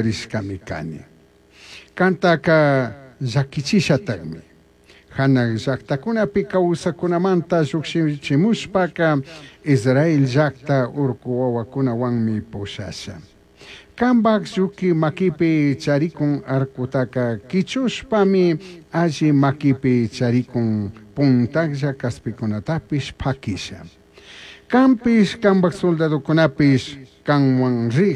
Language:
Chimborazo Highland Quichua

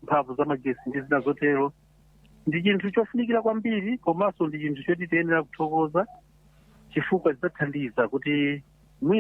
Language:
Nyanja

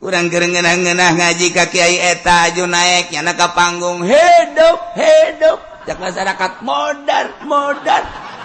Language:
Sundanese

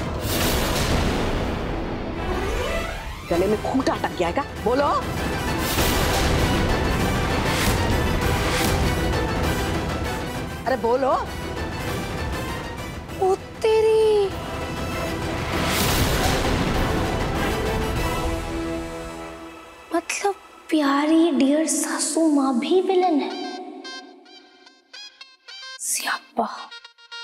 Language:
Hindi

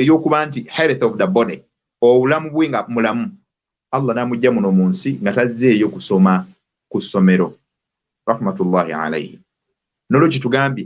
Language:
Ganda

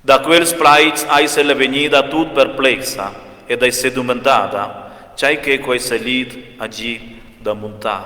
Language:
Romansh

